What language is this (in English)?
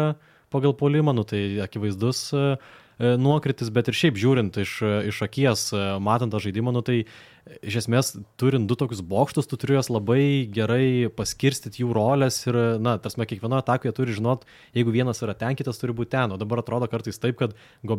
Lithuanian